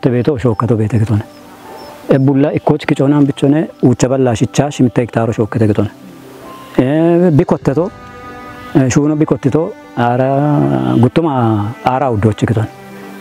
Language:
Kafa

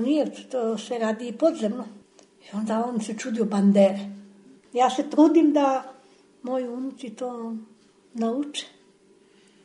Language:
Serbian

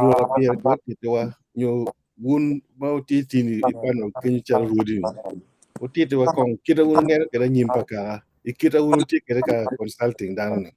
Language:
Acoli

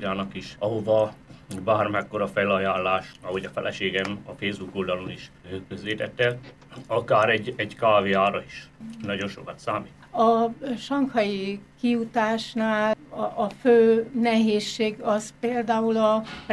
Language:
Hungarian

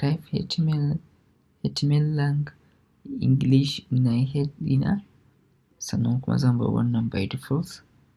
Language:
Hausa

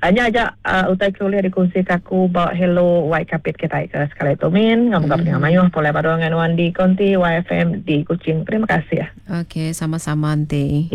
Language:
Iban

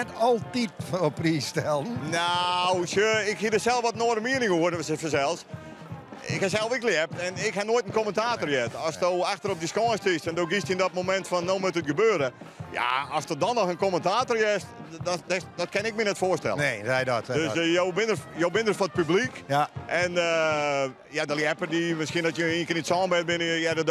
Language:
Western Frisian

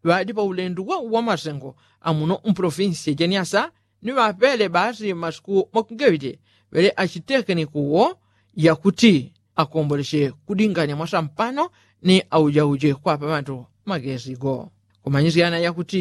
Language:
Yao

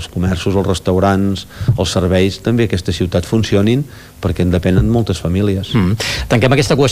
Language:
Catalan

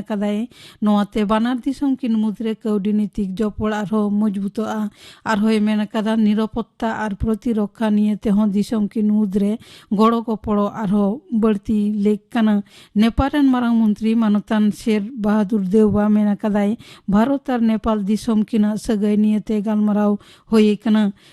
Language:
Santali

